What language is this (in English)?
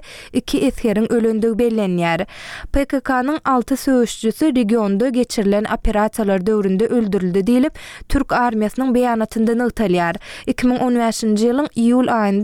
Turkmen